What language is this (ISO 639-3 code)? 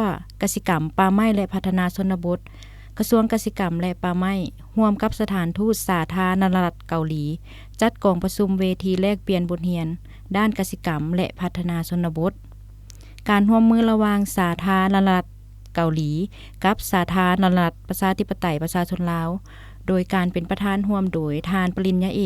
lao